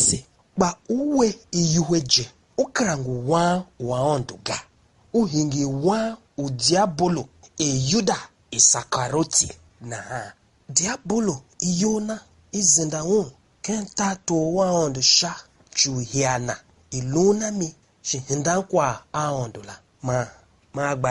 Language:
Tiv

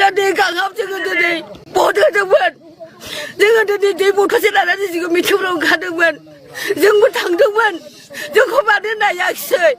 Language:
Bodo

